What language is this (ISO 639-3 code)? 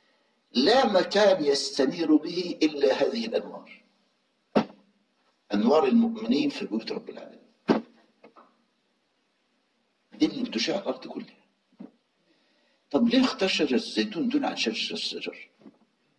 arz